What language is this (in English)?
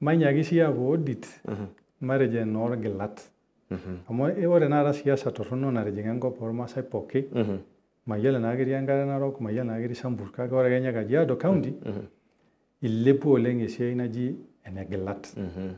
Masai